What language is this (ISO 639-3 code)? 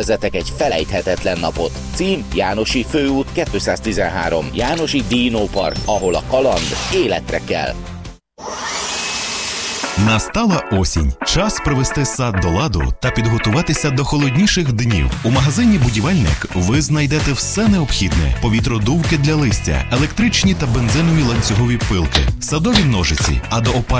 ukr